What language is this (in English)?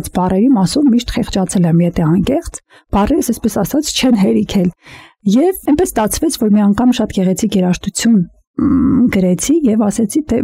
Armenian